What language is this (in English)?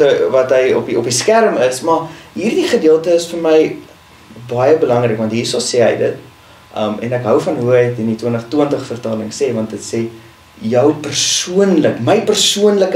Afrikaans